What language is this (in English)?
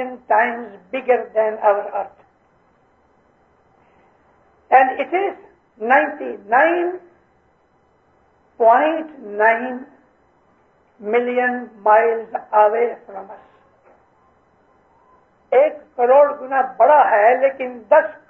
Urdu